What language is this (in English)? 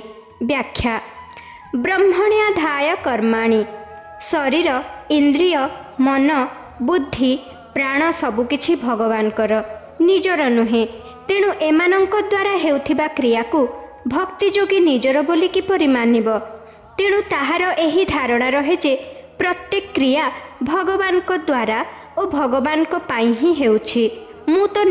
Odia